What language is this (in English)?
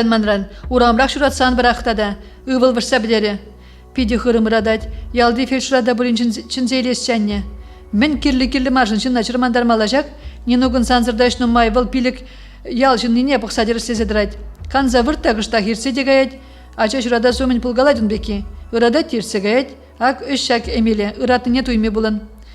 Chuvash